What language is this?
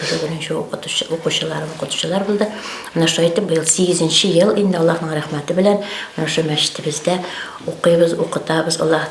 Bashkir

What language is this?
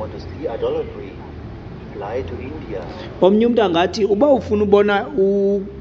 Xhosa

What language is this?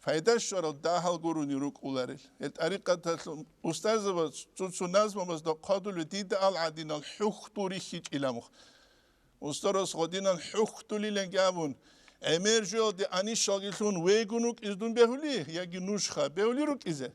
Avaric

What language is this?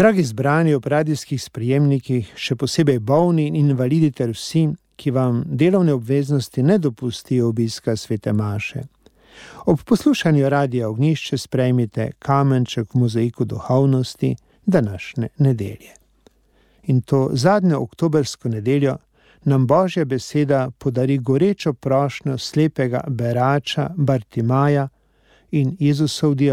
Slovenian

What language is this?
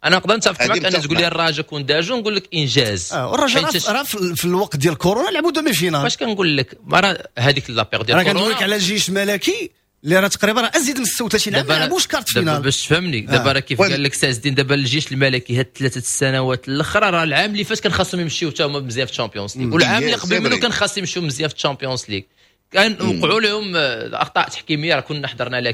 Moroccan Arabic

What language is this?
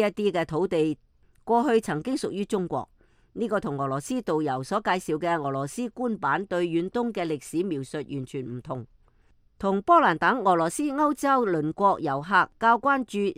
Cantonese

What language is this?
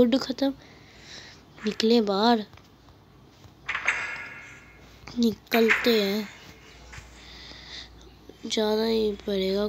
Hindi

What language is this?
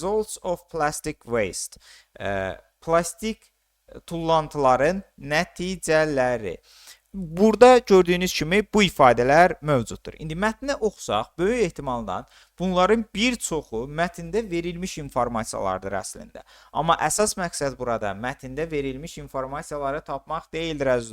Azerbaijani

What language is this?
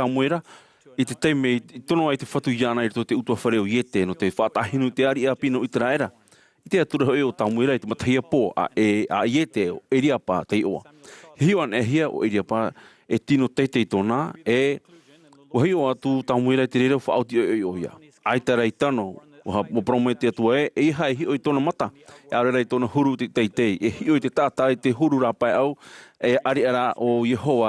Tahitian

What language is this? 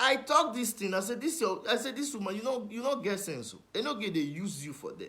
Nigerian Pidgin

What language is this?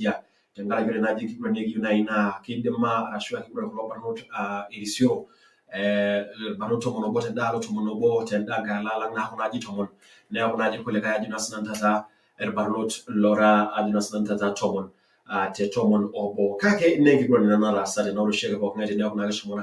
Masai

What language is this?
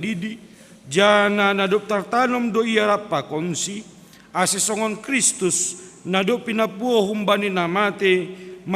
Batak Simalungun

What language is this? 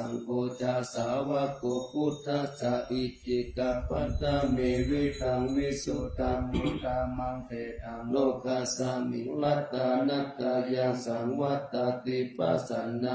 Pali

